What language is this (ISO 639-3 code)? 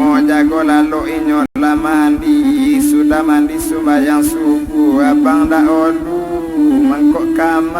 min